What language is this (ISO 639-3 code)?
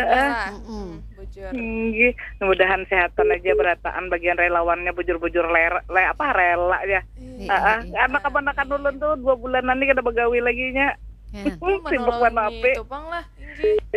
bjn